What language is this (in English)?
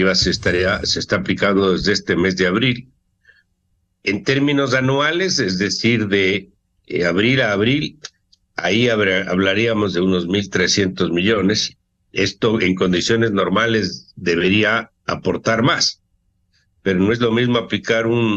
Spanish